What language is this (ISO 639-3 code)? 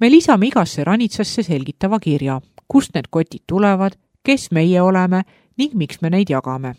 est